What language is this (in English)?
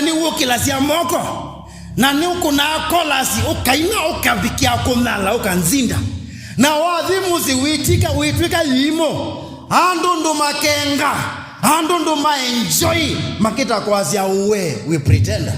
Kamba